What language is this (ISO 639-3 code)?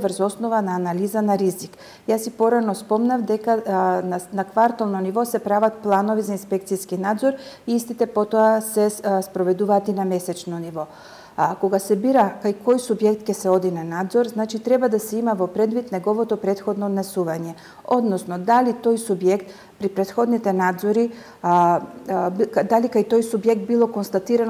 mkd